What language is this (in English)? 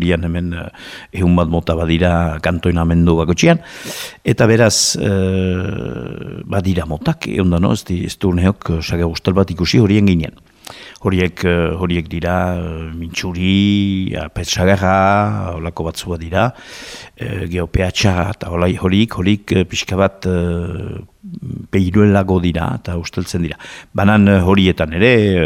Basque